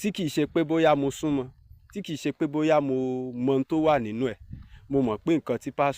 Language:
Yoruba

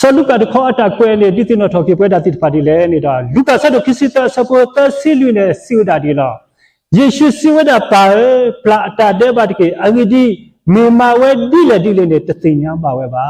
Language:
S'gaw Karen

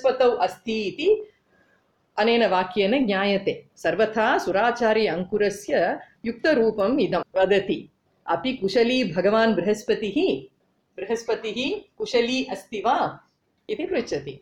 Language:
Sanskrit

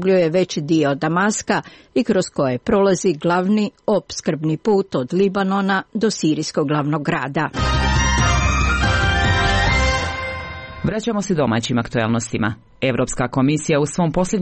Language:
Croatian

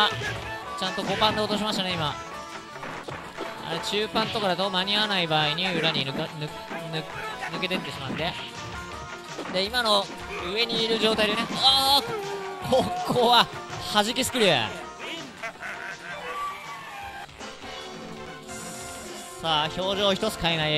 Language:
Japanese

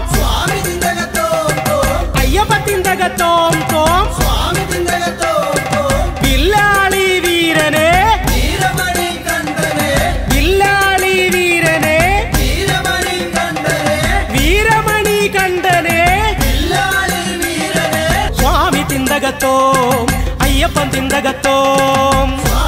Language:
Malayalam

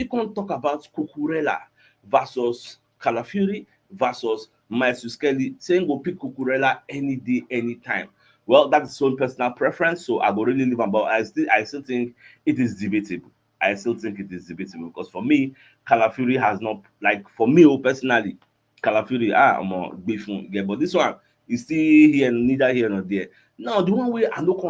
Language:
Nigerian Pidgin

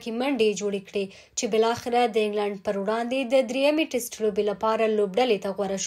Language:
Pashto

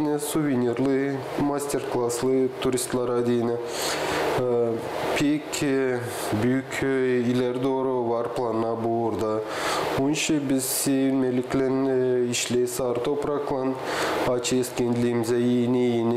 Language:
Gagauz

